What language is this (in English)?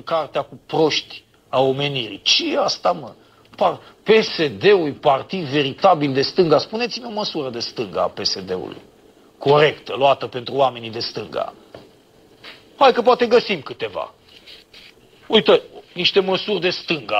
Romanian